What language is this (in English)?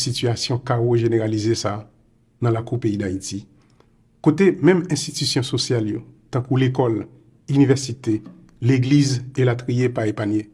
Haitian Creole